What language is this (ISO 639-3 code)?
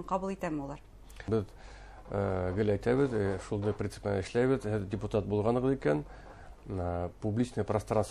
bak